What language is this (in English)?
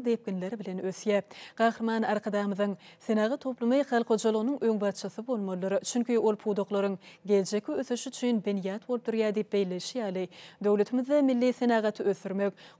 Turkmen